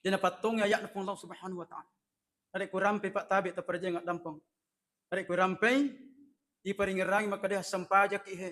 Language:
Buginese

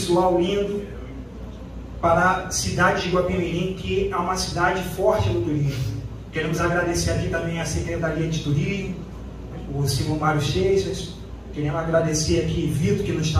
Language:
Portuguese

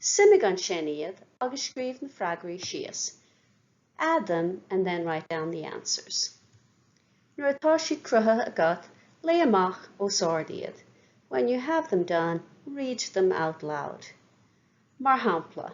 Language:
Irish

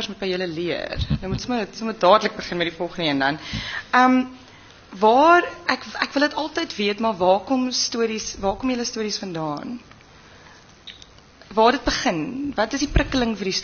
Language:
Afrikaans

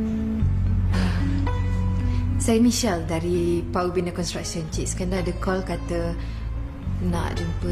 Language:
Malay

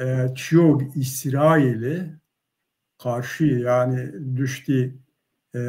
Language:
Zaza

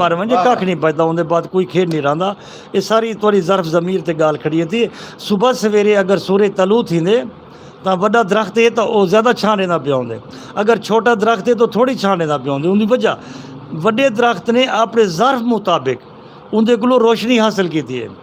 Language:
Saraiki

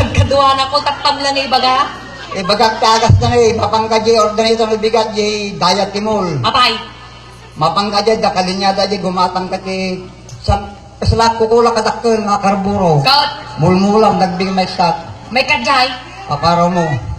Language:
Iloko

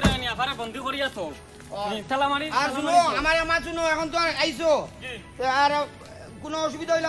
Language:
Sylheti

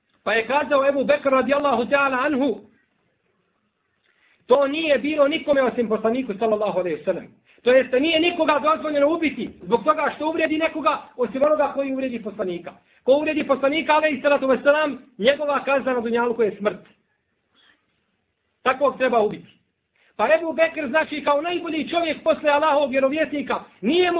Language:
Bosnian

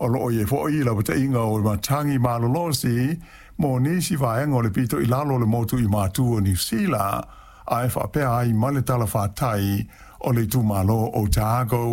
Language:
Samoan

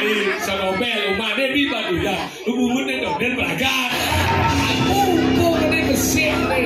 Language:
Balinese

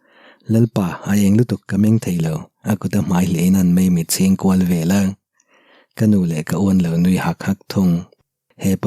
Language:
Mizo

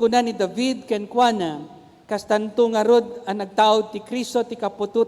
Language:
Iloko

